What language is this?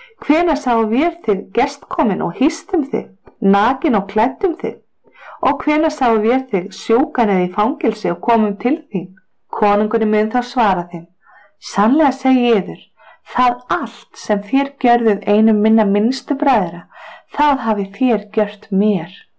Icelandic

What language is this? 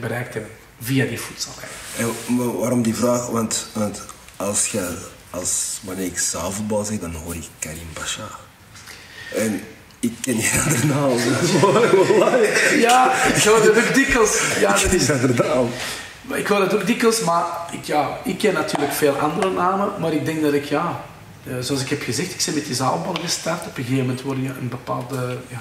Dutch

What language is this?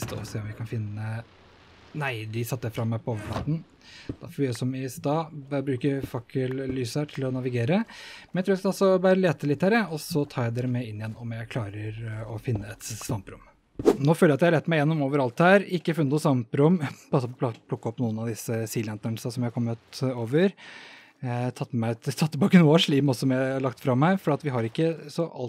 Norwegian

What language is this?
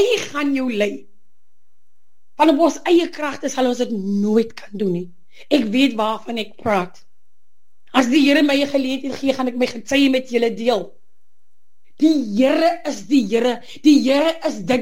Afrikaans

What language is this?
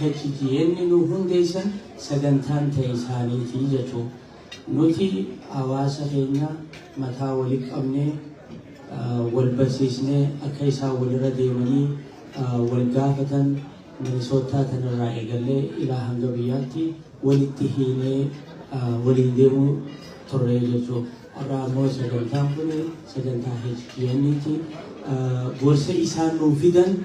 Oromo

